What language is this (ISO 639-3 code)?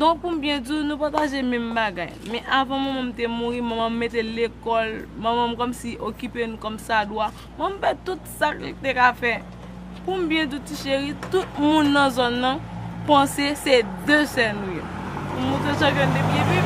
hat